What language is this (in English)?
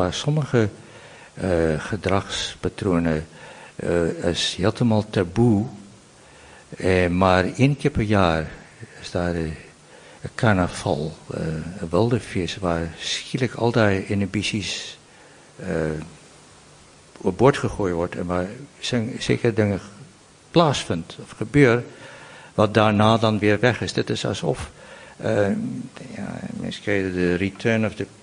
Afrikaans